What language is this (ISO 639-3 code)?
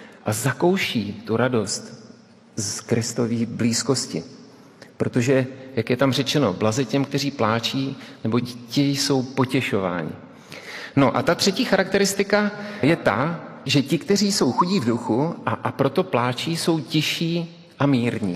ces